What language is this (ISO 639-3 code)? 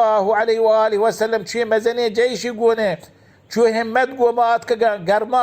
bal